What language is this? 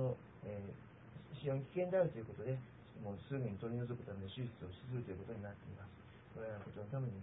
Japanese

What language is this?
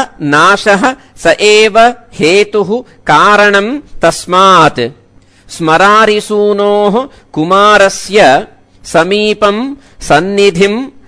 Sanskrit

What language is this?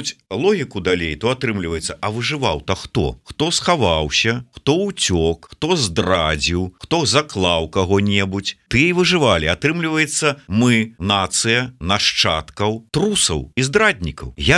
Belarusian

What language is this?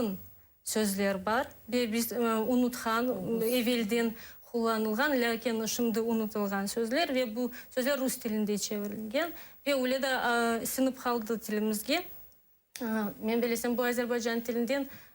Crimean Tatar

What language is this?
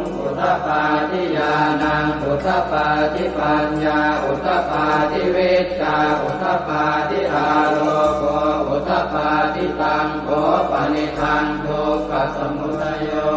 Pali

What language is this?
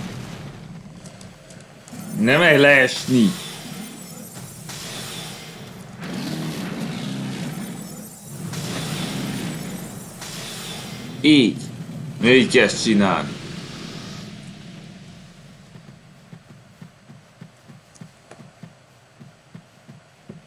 Hungarian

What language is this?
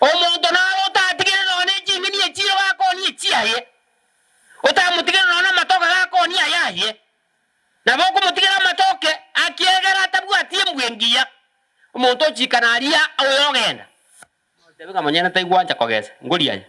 Gusii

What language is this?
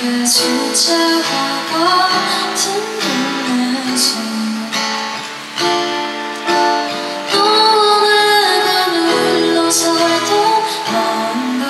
Korean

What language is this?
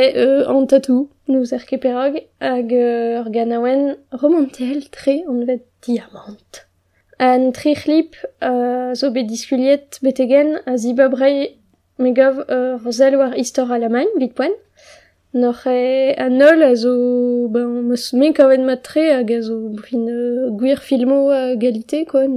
Breton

